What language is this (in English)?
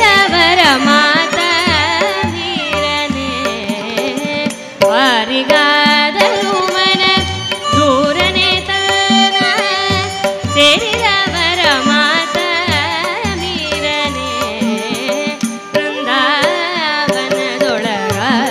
Kannada